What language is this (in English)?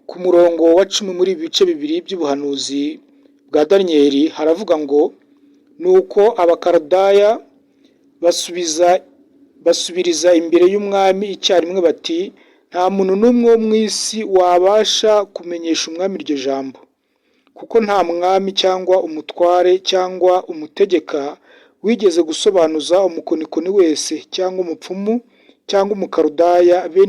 Kinyarwanda